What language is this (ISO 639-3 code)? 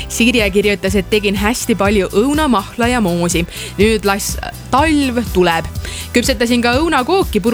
est